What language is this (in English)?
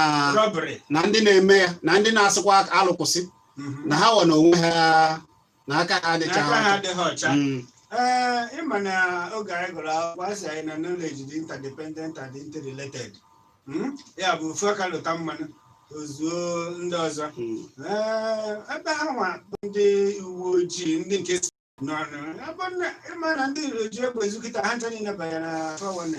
Igbo